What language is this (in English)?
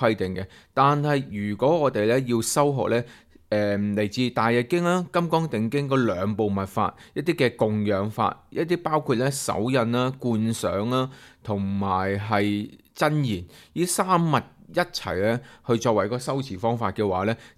Cantonese